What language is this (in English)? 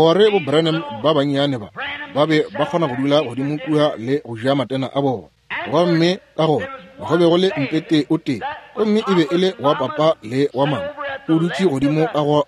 Northern Sotho